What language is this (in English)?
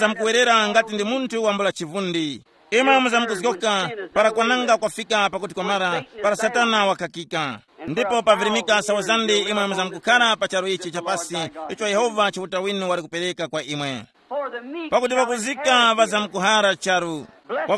Tumbuka